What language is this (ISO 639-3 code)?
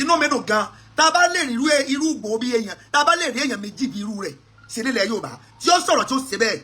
yor